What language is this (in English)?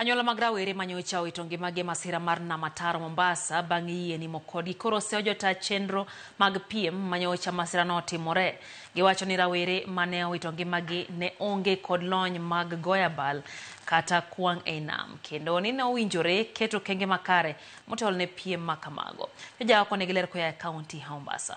Luo (Kenya and Tanzania)